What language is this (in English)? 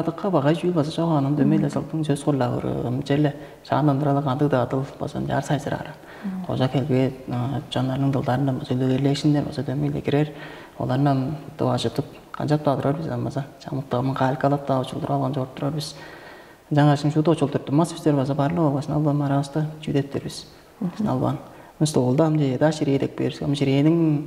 Tuvinian